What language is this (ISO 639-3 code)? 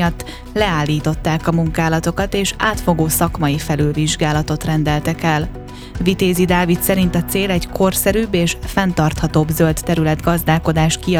hun